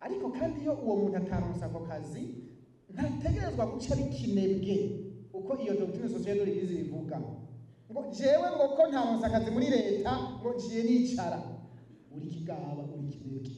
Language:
Rundi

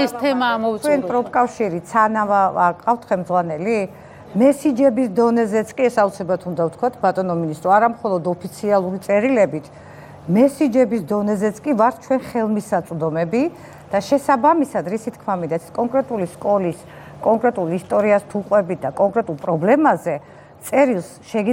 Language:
Georgian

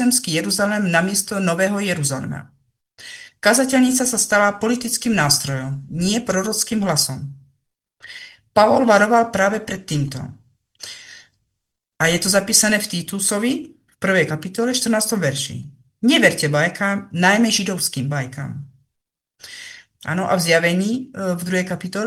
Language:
Slovak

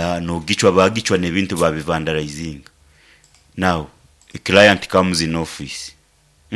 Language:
Nyankole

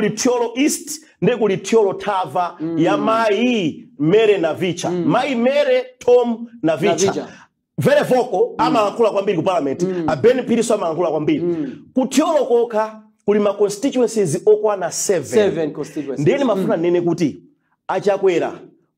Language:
Nyanja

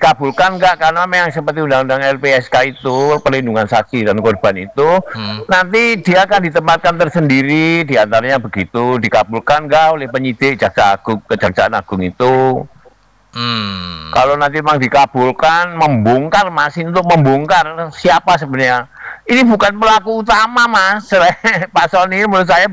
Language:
Indonesian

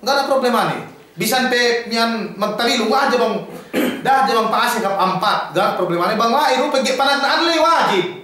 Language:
Yakan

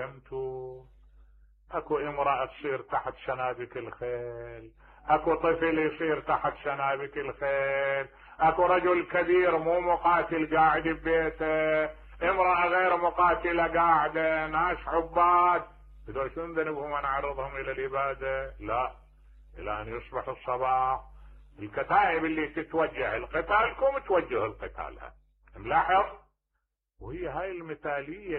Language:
Mesopotamian Arabic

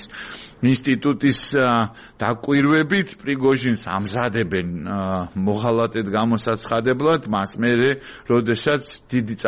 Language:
Georgian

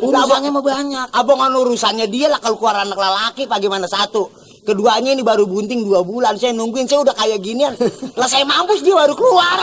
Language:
Betawi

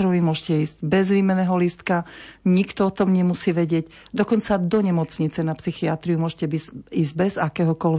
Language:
Slovak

